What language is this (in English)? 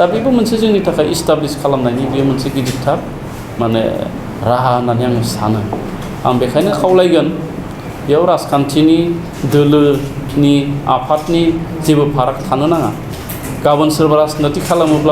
Bodo